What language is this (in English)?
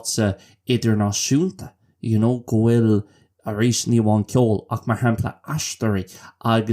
Irish